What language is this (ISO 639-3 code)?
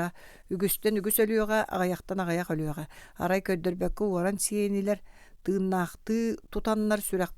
sah